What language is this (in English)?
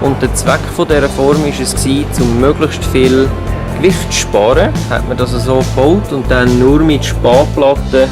Swiss German